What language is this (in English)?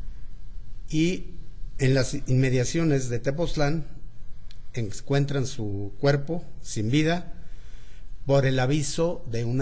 Spanish